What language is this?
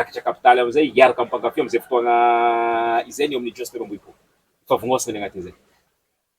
Malagasy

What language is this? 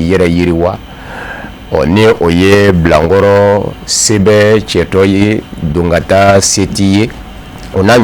Bambara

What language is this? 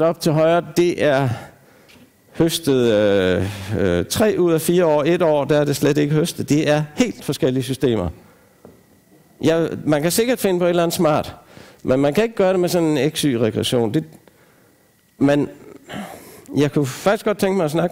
Danish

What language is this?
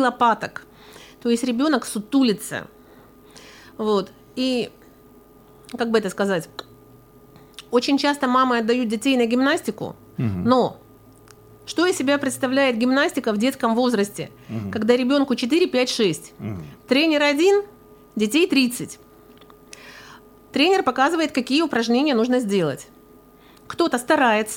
Russian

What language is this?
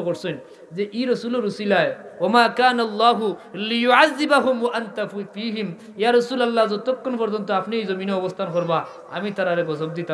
Sylheti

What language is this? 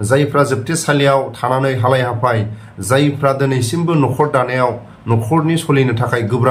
Bodo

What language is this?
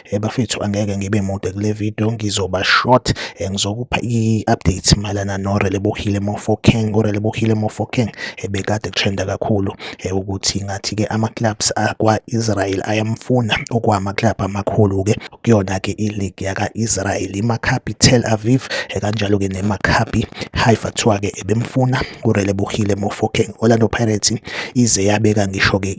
Zulu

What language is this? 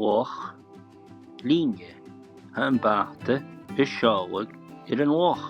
Scottish Gaelic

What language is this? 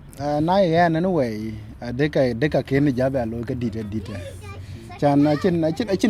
Dinka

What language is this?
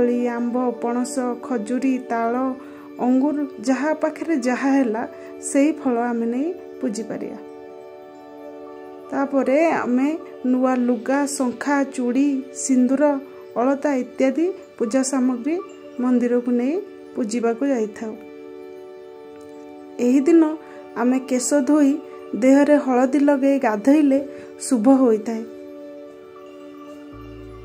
Odia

